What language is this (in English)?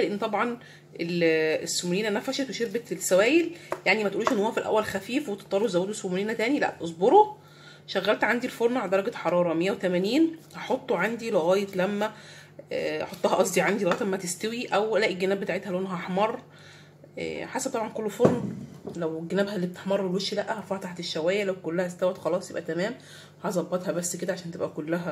Egyptian Arabic